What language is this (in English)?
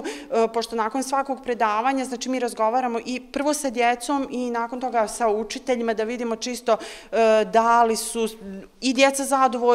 Bosnian